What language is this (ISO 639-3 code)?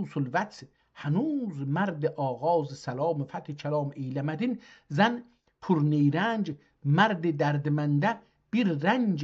azb